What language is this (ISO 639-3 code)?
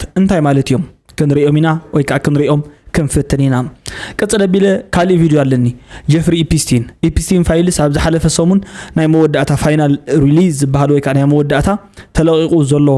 tir